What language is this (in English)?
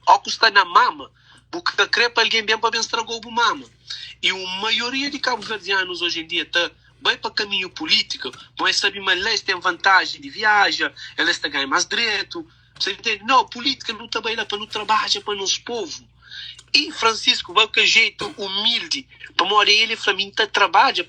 Kabuverdianu